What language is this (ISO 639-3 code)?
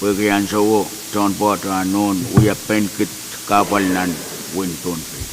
pon